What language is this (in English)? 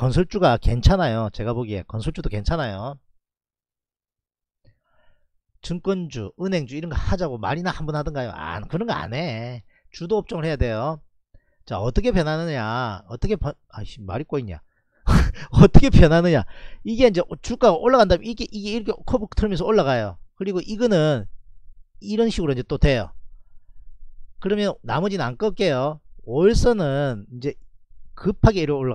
Korean